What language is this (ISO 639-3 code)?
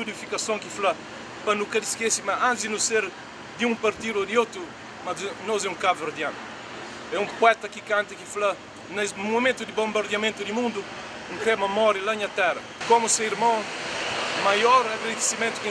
kea